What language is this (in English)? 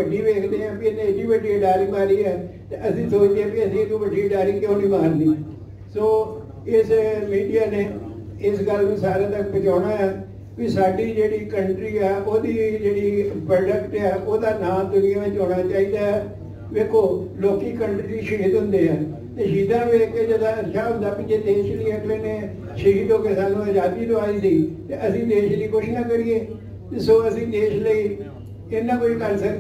Punjabi